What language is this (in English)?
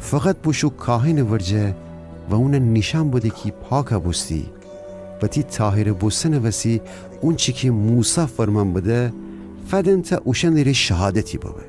Gilaki